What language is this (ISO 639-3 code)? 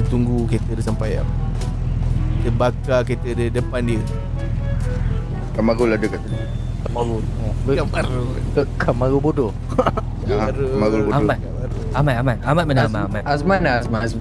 msa